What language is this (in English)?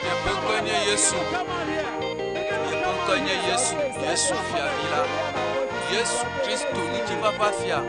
Ewe